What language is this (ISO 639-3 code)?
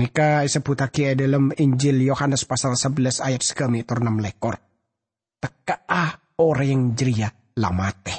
mad